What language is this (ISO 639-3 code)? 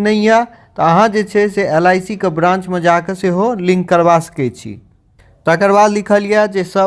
mai